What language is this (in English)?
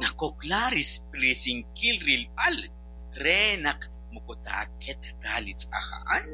Kekchí